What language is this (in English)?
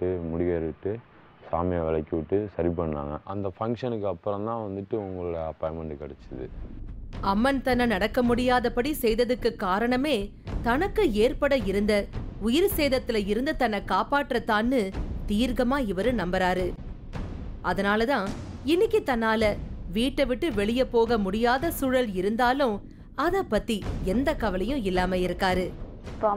Tamil